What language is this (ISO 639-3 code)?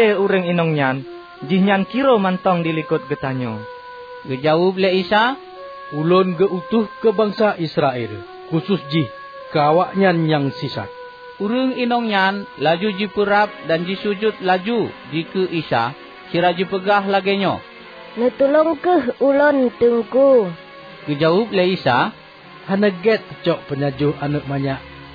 ace